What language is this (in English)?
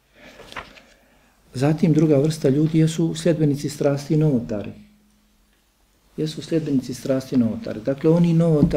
Bosnian